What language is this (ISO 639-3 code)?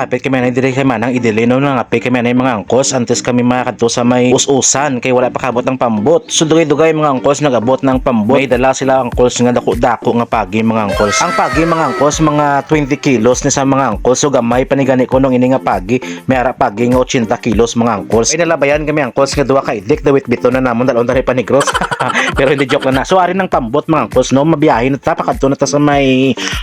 hil